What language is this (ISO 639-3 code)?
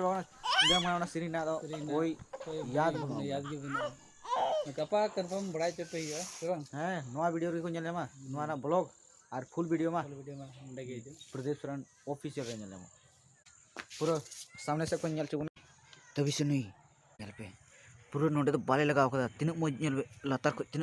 sat